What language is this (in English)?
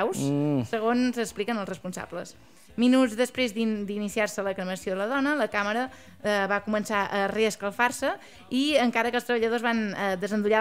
Catalan